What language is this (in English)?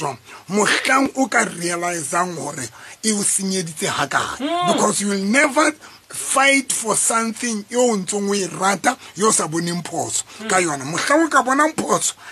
Southern Sotho